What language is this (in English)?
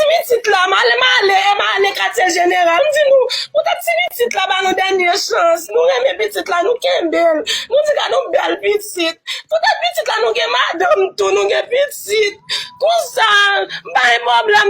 Haitian Creole